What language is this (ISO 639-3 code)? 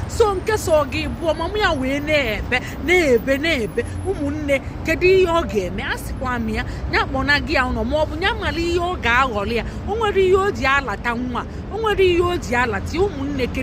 ibo